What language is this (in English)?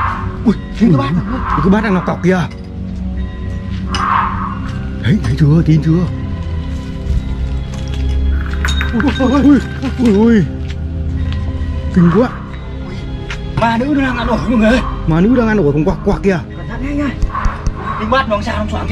Vietnamese